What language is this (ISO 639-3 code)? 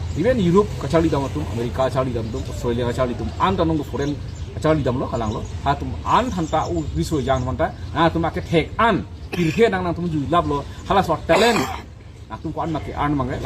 mjw